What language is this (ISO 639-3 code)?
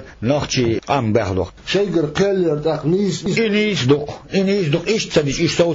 che